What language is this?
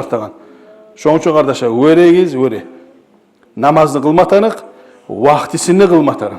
Kumyk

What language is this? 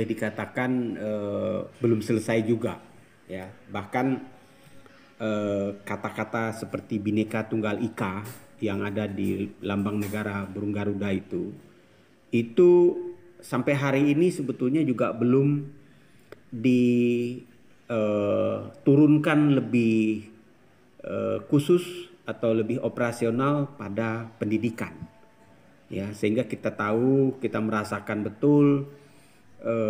Indonesian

